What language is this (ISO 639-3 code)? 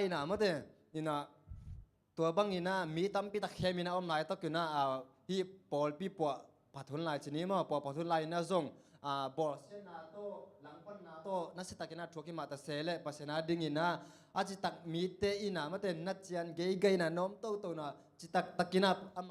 ctd